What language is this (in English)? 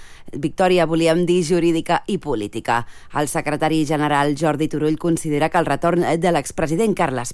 Catalan